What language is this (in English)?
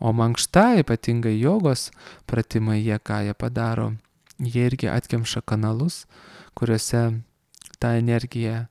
Lithuanian